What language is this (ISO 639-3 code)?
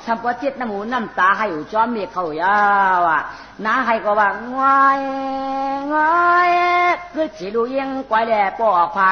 shn